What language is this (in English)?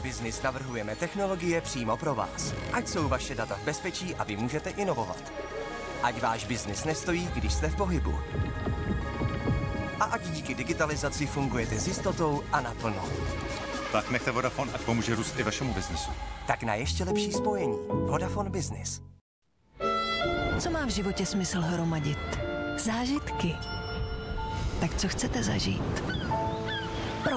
Czech